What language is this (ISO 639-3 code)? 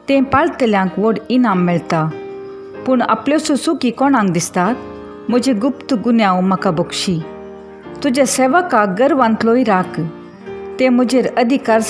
kok